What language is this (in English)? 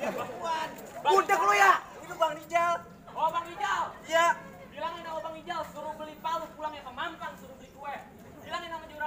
Betawi